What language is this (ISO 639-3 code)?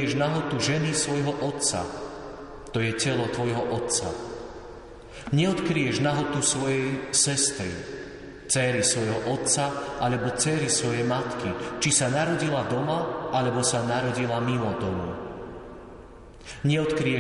slk